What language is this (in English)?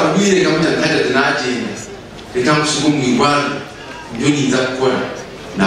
Nyankole